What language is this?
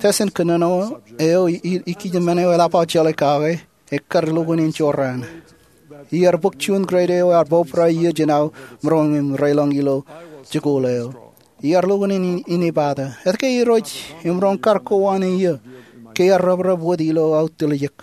Marshallese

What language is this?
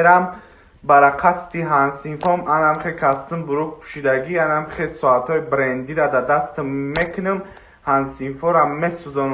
Tajik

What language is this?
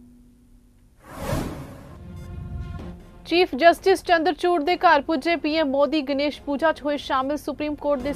Punjabi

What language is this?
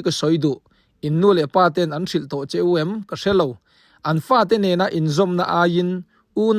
Mizo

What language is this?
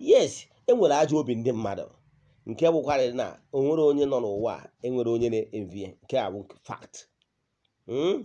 Igbo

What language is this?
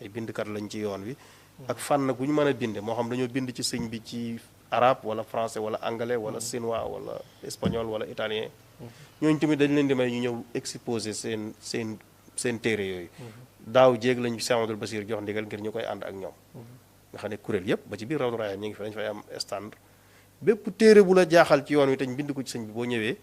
Wolof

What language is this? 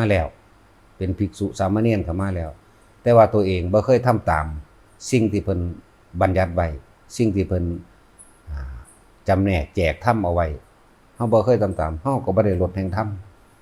Lao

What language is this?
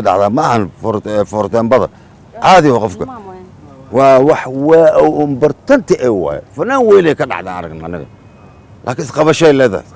Somali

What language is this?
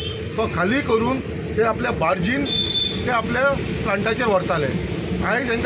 Konkani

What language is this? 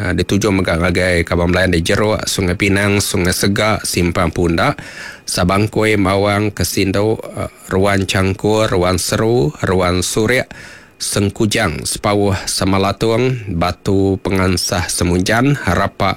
Iban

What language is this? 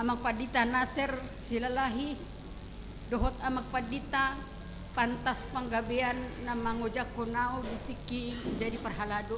Batak Toba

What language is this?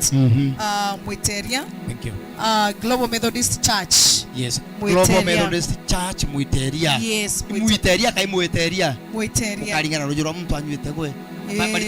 Meru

